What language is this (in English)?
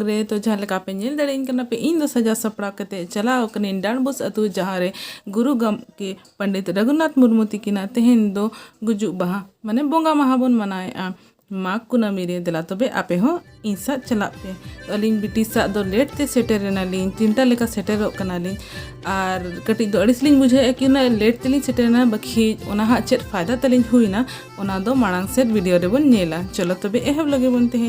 Santali